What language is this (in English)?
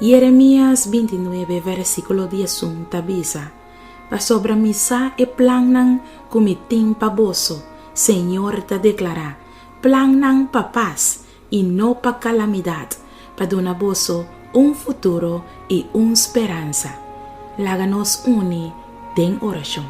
Papiamento